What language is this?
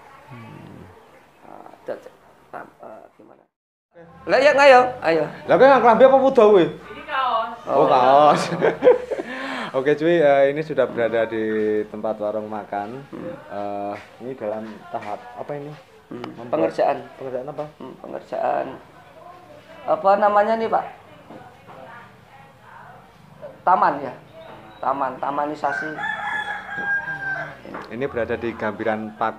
Indonesian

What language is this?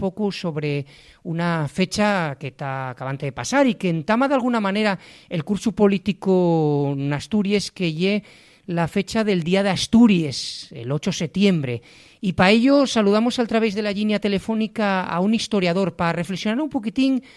Asturian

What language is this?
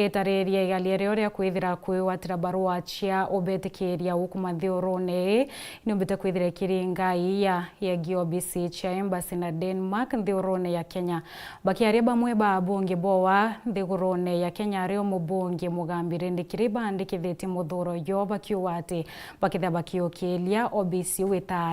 Meru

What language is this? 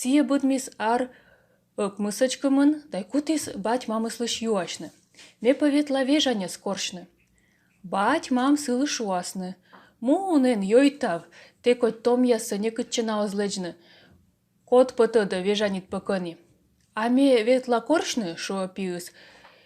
Komi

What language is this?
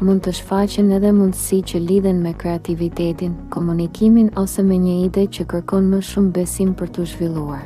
Albanian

